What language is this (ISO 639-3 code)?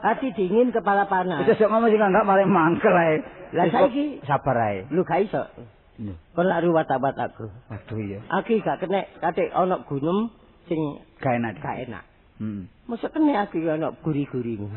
jav